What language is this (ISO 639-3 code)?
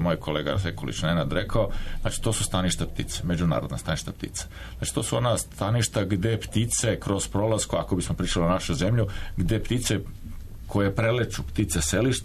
srp